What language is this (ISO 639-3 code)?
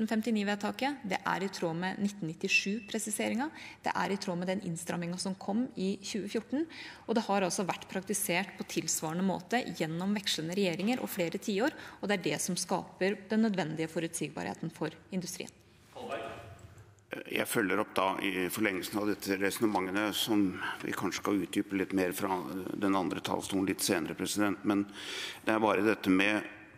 nor